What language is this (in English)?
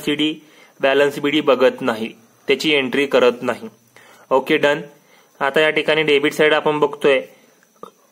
Marathi